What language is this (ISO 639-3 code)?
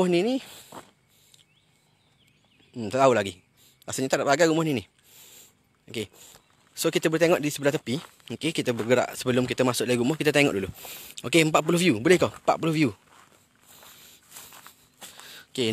msa